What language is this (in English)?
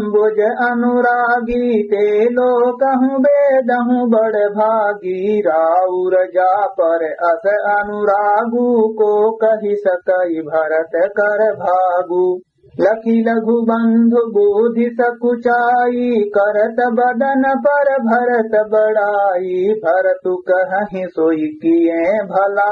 Awadhi